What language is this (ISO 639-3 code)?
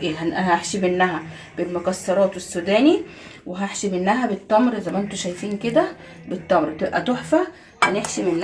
arz